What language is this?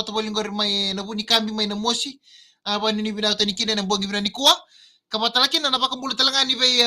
Fijian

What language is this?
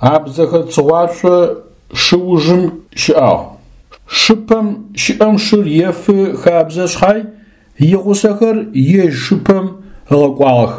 Adyghe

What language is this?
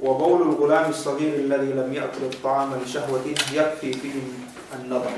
Yakan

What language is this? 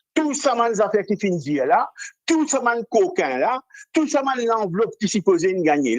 Morisyen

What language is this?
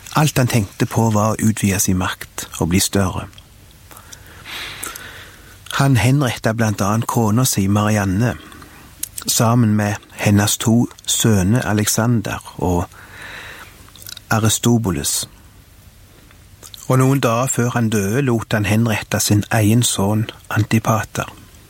Norwegian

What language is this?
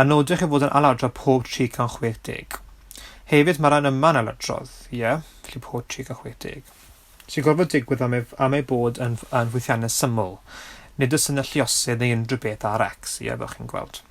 Welsh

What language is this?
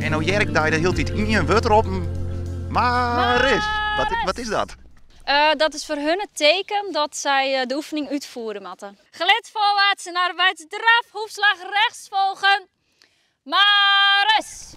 Western Frisian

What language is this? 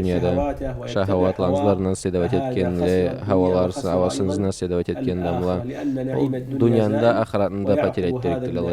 Karachay-Balkar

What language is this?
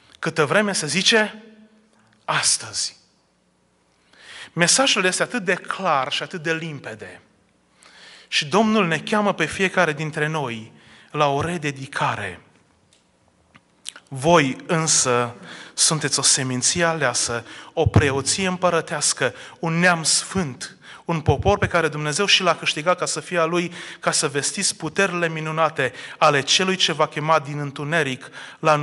Romanian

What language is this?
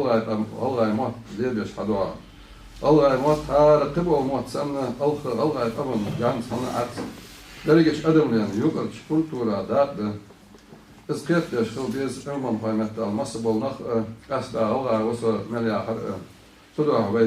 Ingush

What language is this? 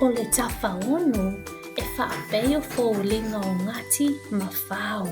Samoan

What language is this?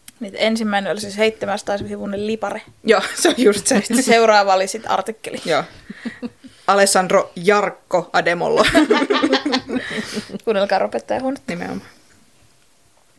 Finnish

